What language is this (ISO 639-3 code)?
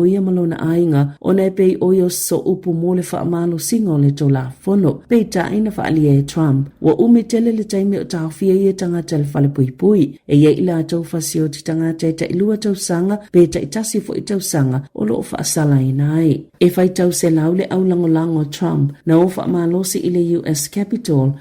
smo